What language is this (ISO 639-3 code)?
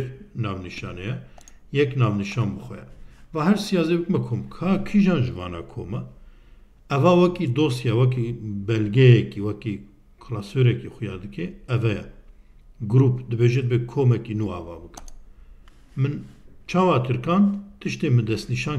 kur